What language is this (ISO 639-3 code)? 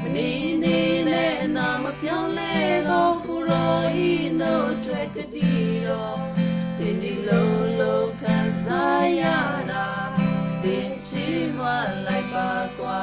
kyu